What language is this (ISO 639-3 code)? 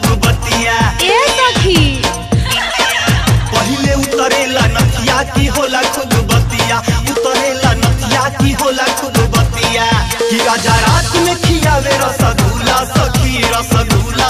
bho